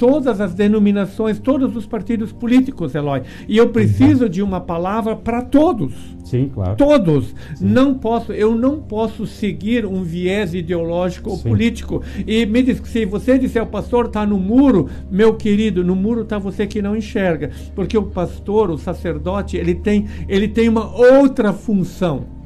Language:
Portuguese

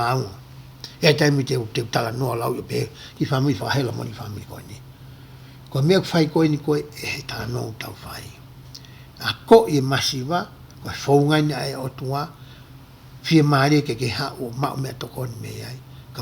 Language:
Tongan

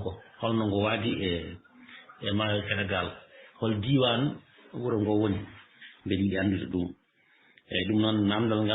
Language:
Fula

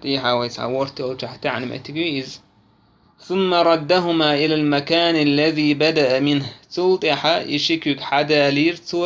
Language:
Chechen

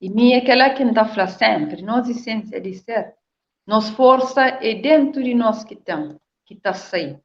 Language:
Kabuverdianu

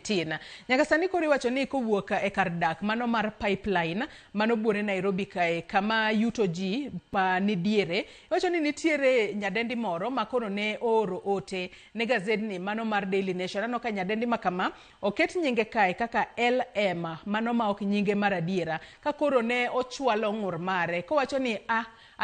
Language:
Luo (Kenya and Tanzania)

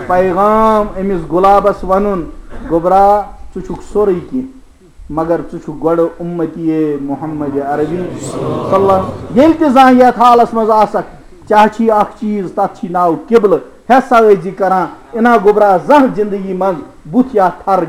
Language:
Kashmiri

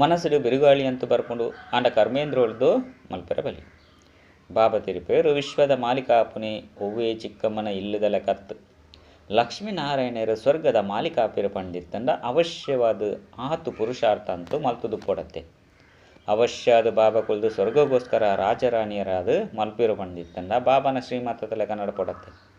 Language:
Tulu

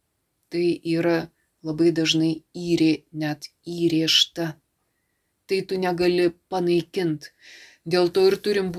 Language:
Lithuanian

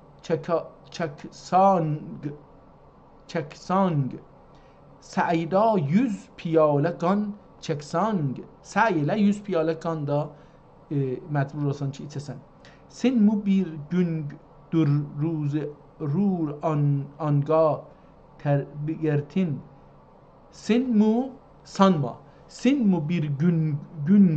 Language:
South Azerbaijani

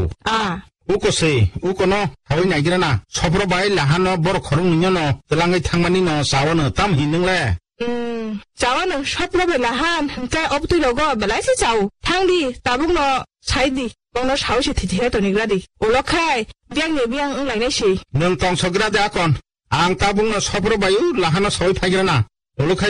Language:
Kok Borok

